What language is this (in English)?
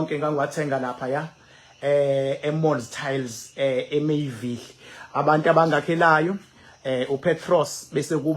Zulu